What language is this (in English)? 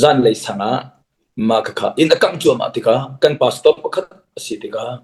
Hakha Chin